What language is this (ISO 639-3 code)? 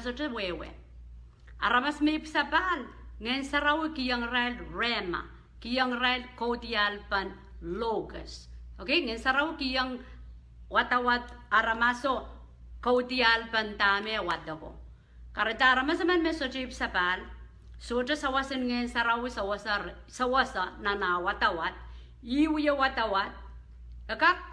pon